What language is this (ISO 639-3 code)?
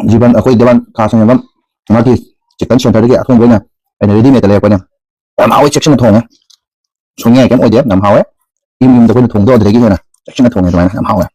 mni